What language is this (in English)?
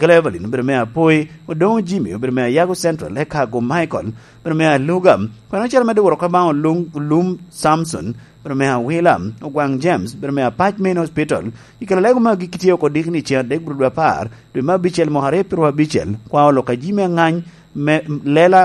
Lango (Uganda)